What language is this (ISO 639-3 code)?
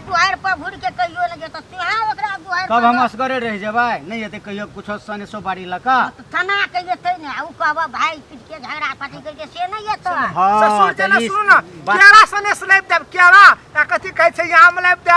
mai